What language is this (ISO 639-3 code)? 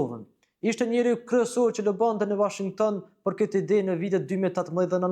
sqi